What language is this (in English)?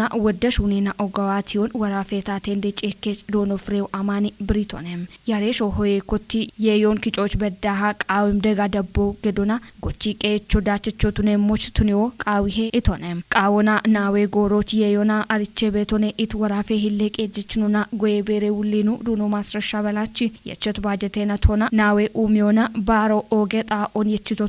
Kafa